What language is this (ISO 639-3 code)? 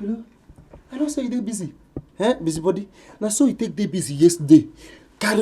pcm